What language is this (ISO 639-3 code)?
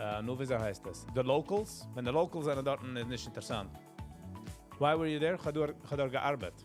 yid